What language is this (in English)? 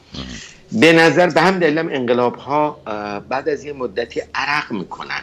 Persian